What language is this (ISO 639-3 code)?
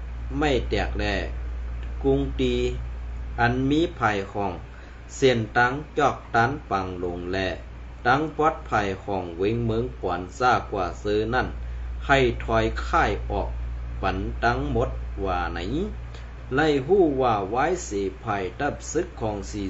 shn